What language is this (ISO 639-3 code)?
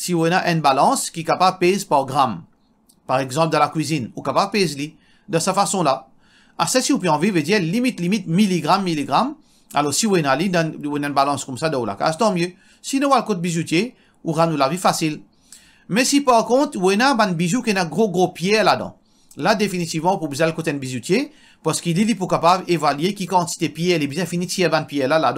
mfe